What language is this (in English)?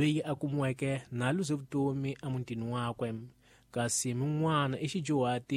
Tsonga